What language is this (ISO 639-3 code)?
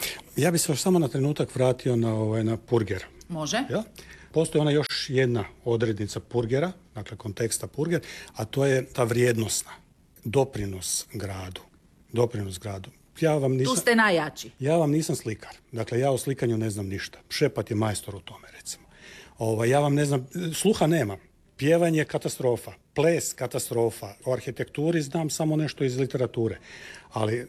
hrv